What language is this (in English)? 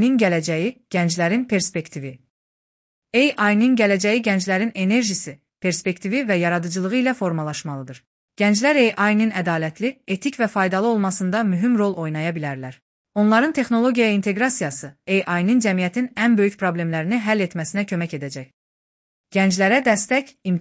Azerbaijani